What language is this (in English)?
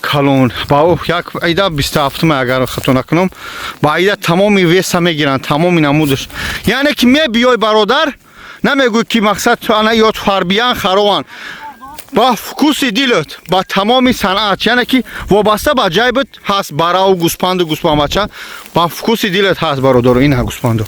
Tajik